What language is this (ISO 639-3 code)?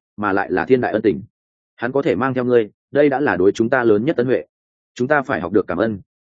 vie